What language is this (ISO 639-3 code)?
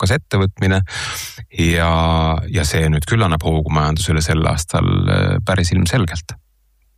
est